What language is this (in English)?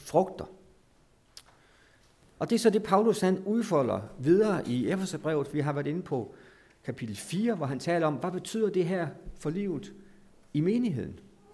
Danish